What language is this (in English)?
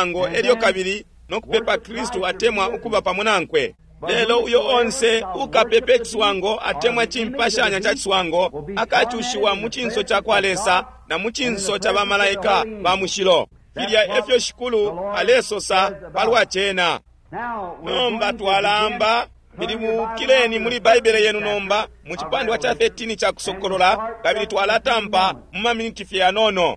Bemba